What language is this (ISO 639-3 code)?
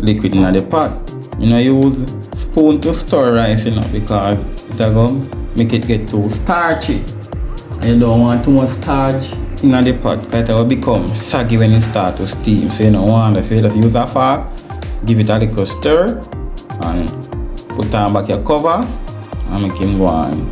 jam